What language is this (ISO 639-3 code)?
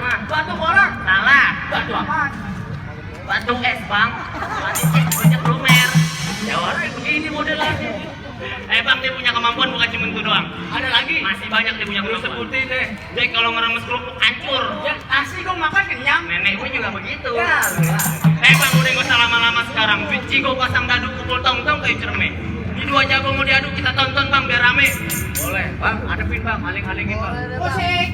bew